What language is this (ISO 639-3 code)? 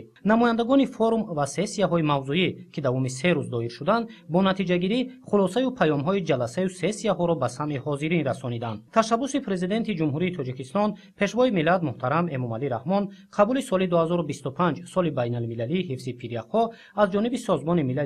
tgk